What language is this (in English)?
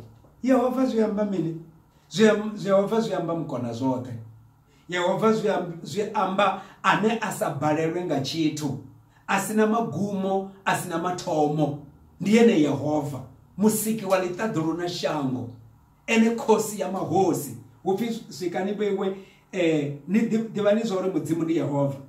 Venda